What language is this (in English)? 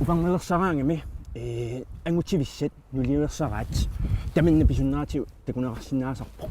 Kalaallisut